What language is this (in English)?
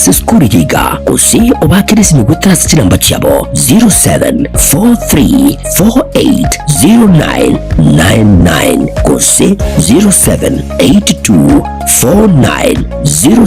Gusii